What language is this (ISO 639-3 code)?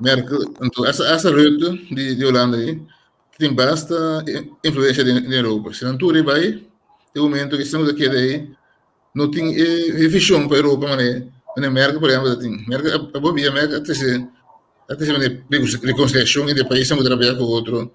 pap